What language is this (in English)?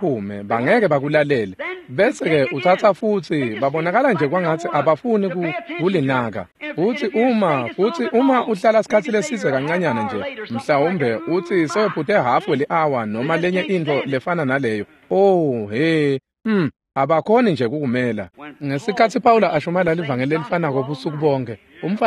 Swati